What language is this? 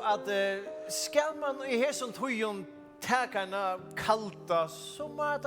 Faroese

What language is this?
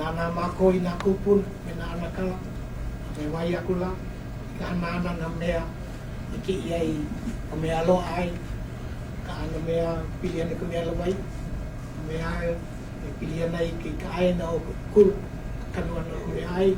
Hawaiian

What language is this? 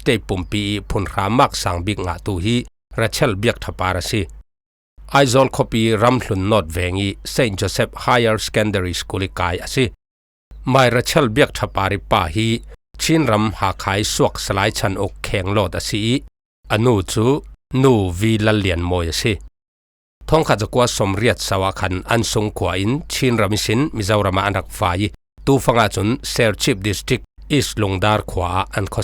Falam Chin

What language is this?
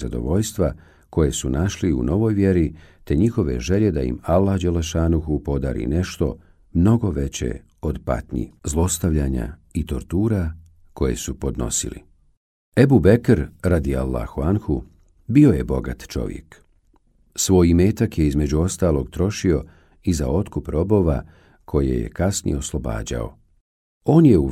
Bosnian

